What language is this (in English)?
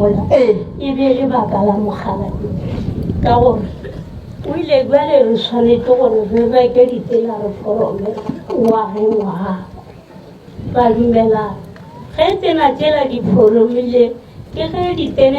Northern Sotho